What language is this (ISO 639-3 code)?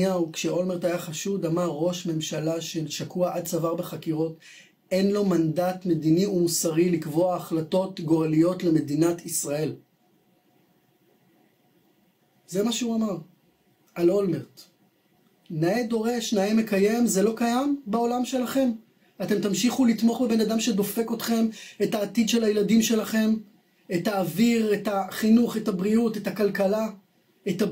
heb